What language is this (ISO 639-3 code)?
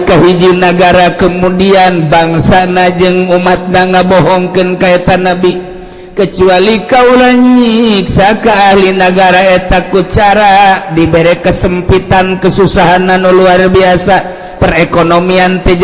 sun